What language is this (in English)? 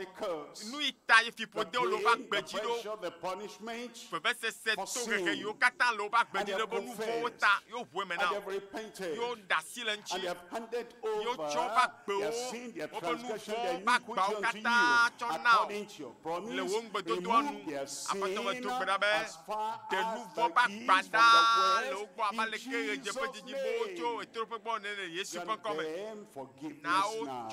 Ewe